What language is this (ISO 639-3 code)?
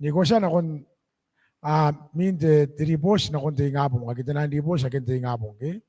gil